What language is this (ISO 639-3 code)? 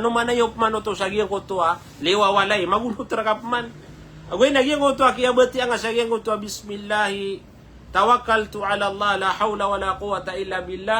mrw